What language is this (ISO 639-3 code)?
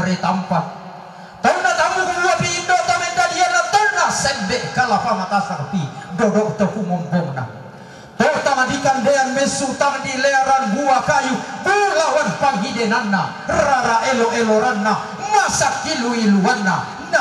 sda